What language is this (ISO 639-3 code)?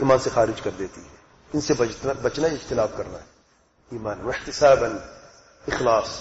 urd